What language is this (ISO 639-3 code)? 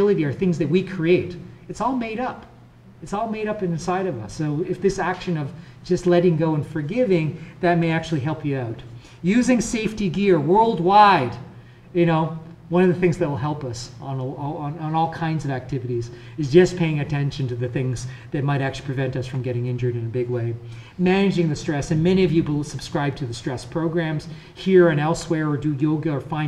eng